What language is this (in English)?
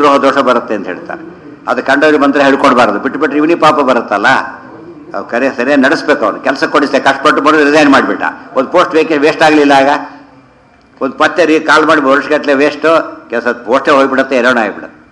Kannada